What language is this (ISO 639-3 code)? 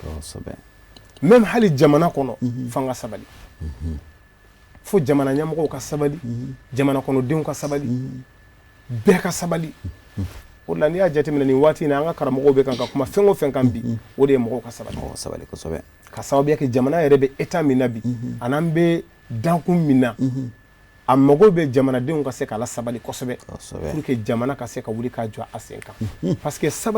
bam